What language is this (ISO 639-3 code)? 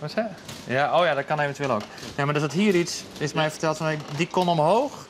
fry